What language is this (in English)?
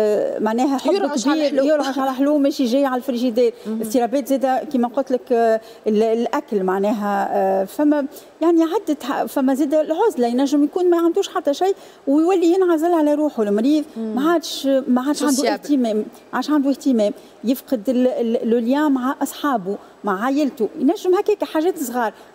Tunisian Arabic